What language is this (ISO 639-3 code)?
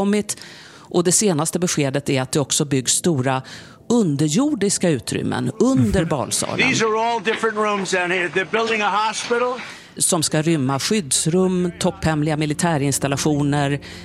swe